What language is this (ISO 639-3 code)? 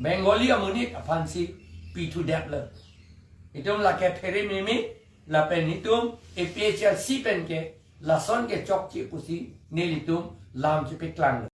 mjw